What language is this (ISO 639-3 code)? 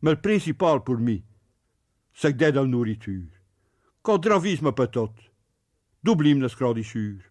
pcd